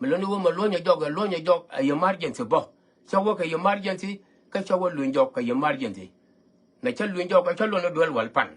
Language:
Nuer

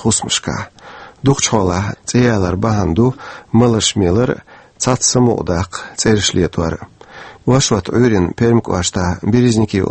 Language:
Chechen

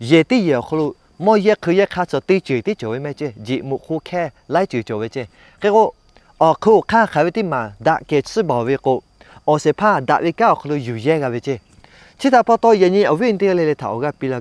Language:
Lahu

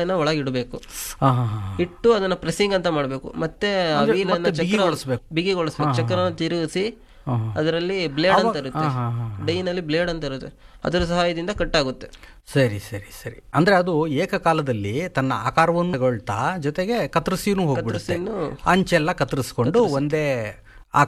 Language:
Kannada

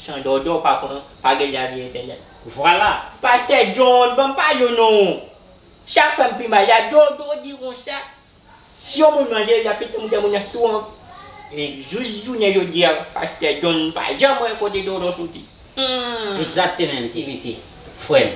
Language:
Haitian Creole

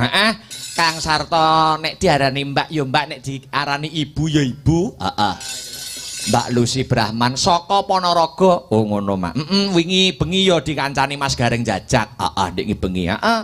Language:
Javanese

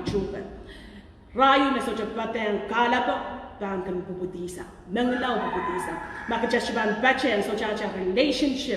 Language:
Pohnpeian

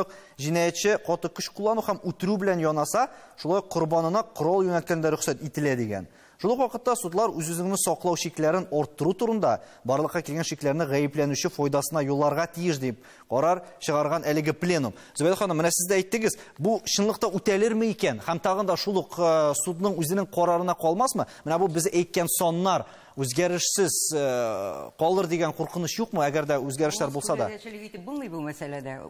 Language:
Tatar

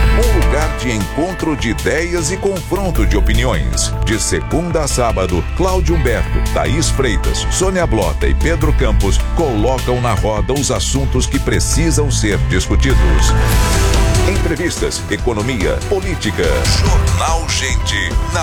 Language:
Portuguese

